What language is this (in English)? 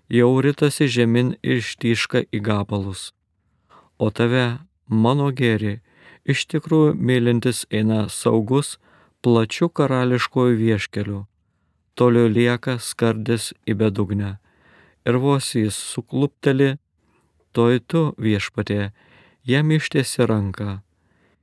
Lithuanian